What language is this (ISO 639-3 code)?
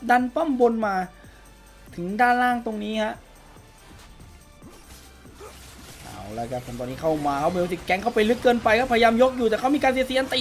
tha